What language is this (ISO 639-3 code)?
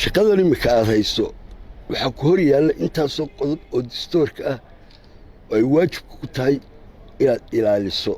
som